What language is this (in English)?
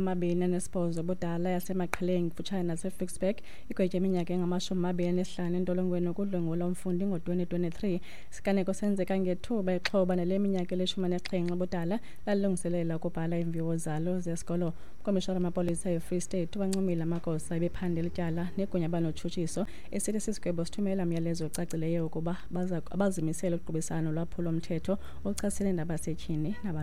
Xhosa